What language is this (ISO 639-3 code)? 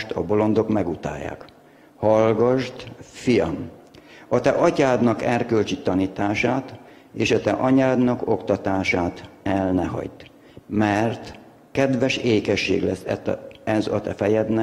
hun